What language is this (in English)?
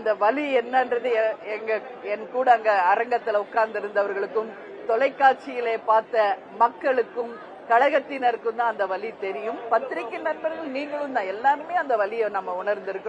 Tamil